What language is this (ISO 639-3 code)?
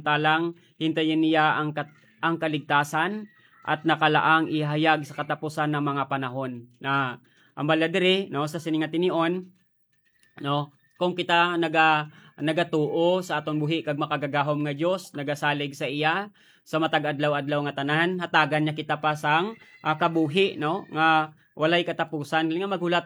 hil